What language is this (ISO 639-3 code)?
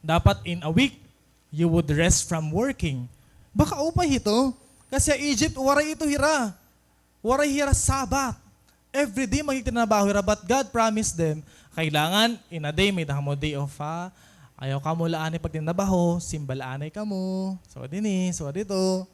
war